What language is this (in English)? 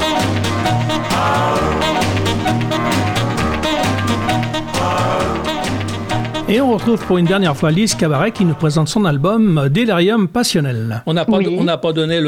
French